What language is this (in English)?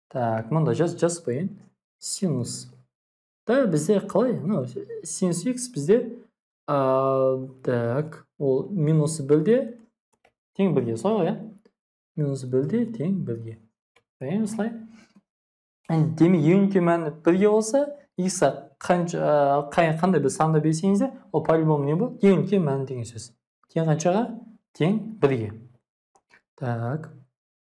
Kazakh